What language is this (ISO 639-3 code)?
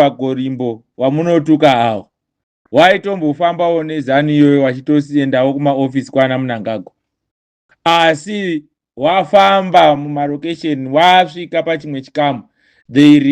sna